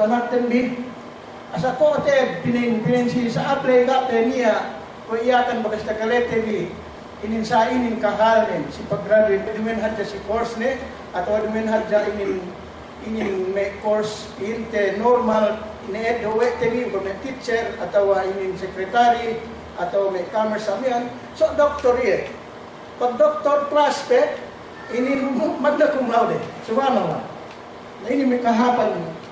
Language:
Yakan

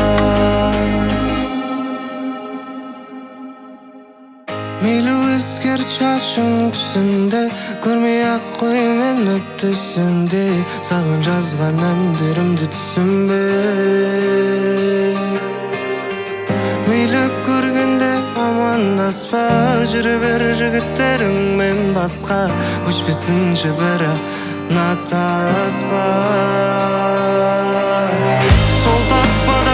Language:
Kazakh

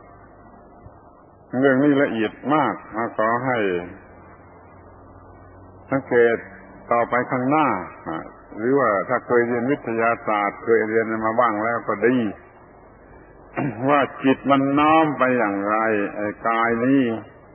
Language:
Thai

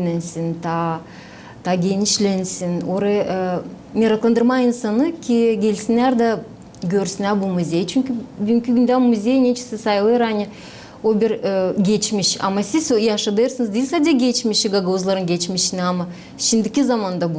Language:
Gagauz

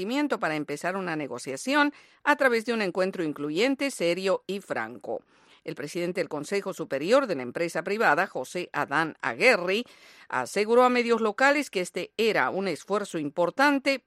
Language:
Spanish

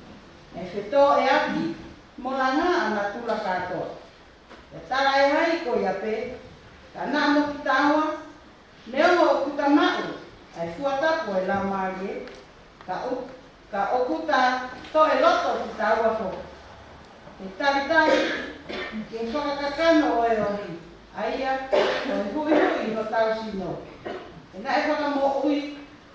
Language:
Tongan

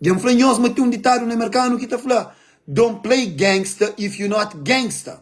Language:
Kabuverdianu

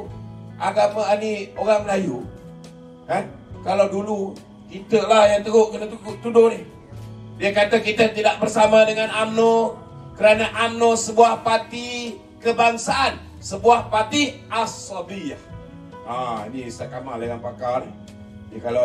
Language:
Malay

